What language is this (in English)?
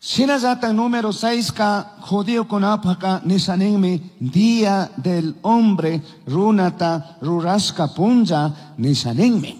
Chimborazo Highland Quichua